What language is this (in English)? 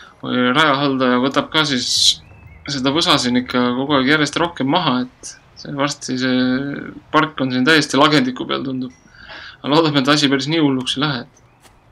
Estonian